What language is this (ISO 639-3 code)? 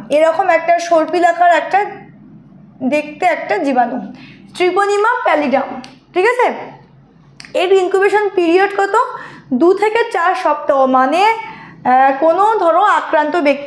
ben